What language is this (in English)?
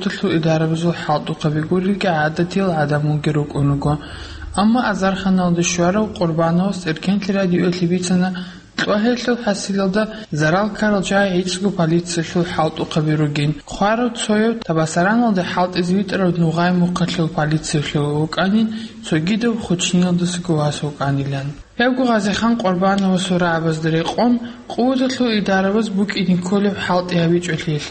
Avaric